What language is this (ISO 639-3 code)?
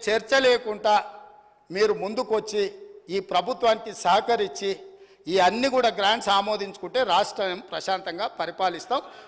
tel